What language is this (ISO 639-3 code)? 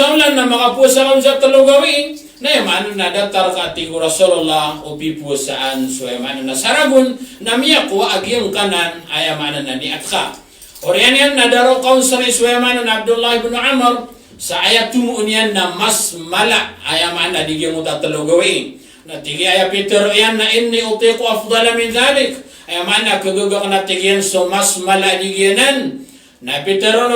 mrw